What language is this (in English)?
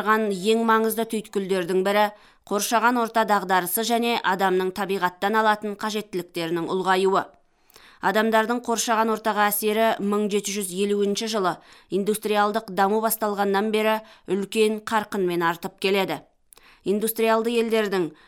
Kazakh